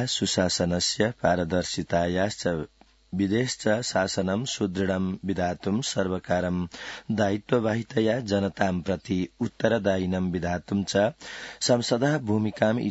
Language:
Sanskrit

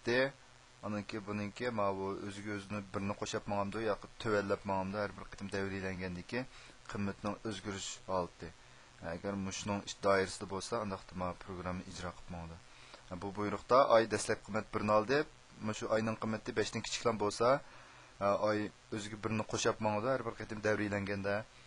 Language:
Uyghur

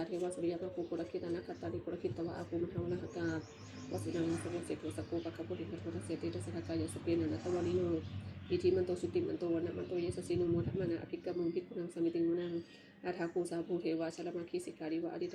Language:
Pali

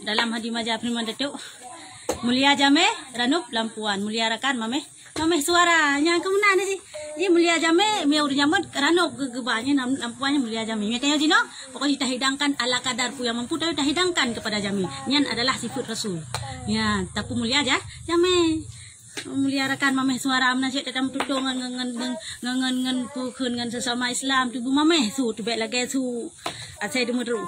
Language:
Achinese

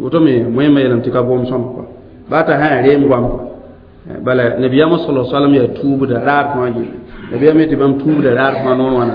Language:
Mossi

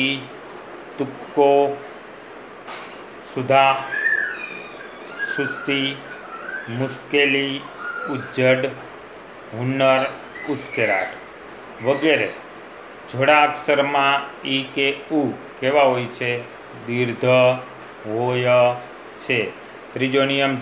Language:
Gujarati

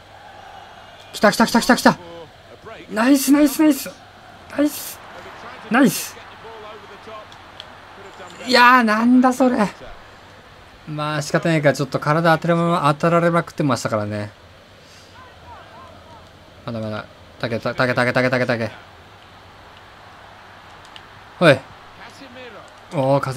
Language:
Japanese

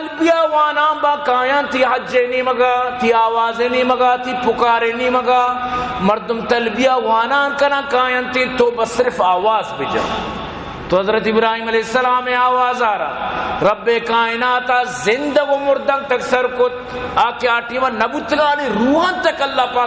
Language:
Eastern Balochi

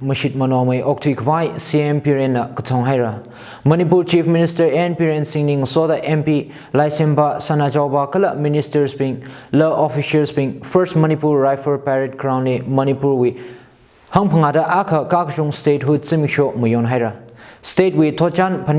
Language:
Tangkhul Naga (India)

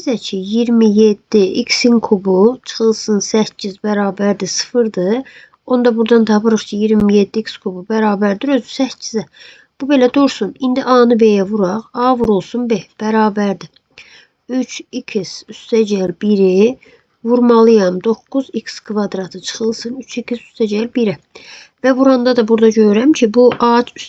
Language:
Azerbaijani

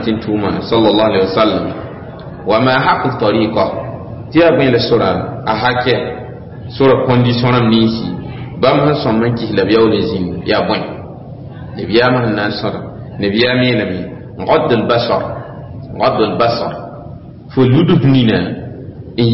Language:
Mossi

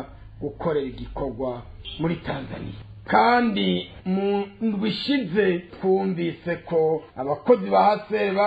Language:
Rundi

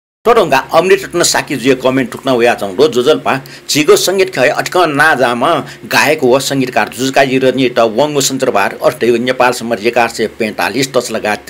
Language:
Newari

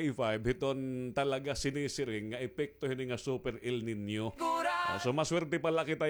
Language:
Waray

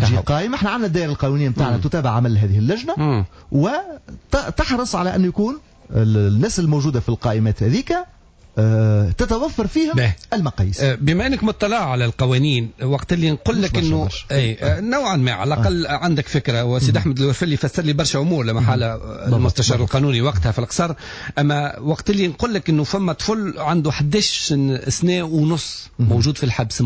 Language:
Tunisian Arabic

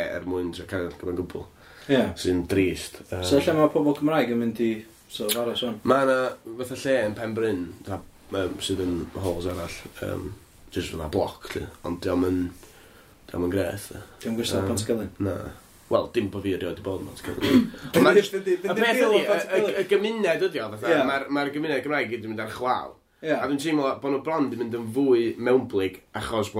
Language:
Welsh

